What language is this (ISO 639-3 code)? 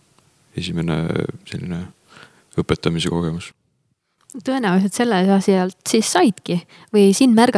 est